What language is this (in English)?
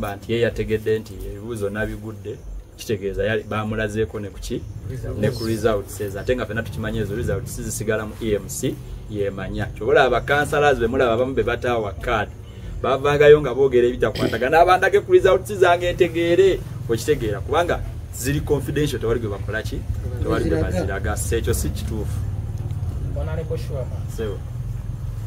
Ganda